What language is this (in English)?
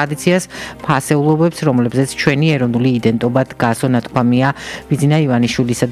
Georgian